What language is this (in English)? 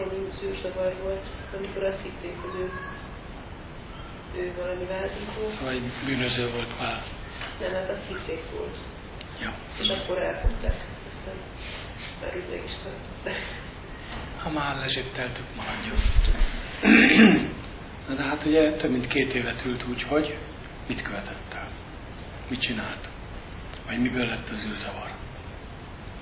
Hungarian